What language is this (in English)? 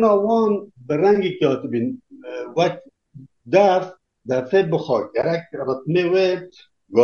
Kurdish